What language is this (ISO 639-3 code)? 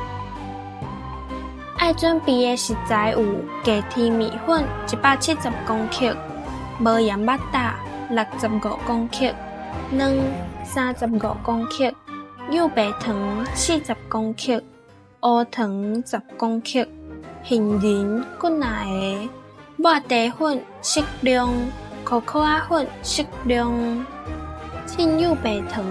nan